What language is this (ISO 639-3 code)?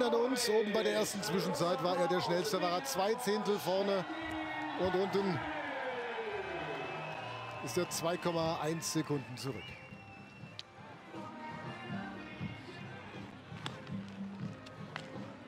deu